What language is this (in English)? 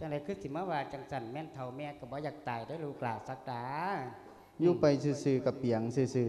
Lao